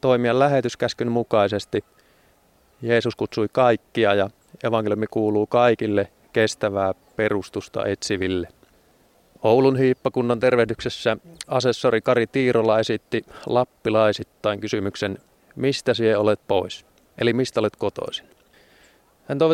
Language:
Finnish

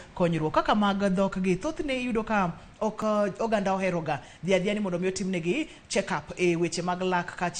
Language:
Luo (Kenya and Tanzania)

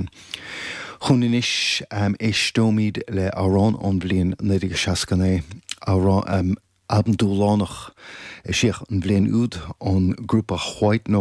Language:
Irish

